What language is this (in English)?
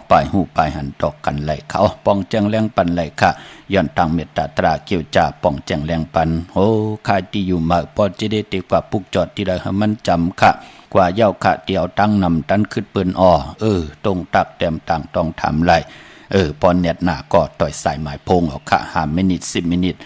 Shan